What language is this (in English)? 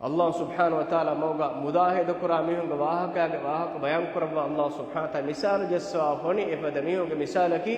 Divehi